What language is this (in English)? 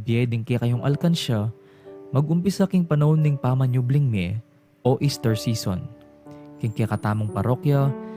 Pampanga